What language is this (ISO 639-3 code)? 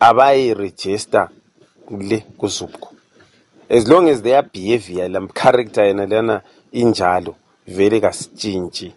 nde